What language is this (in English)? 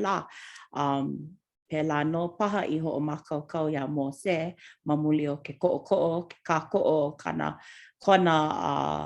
Hawaiian